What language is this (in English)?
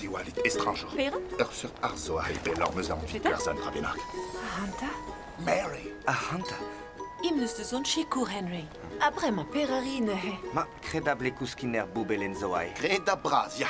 Breton